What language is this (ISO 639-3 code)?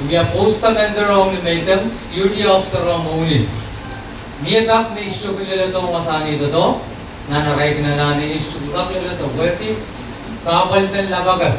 pon